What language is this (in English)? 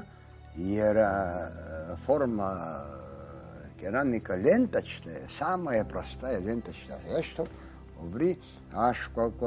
Abkhazian